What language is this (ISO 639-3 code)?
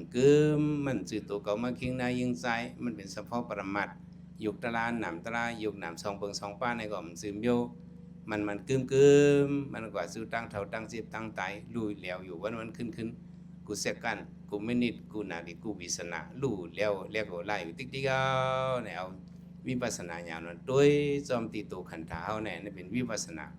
shn